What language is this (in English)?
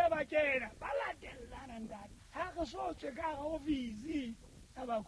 Southern Sotho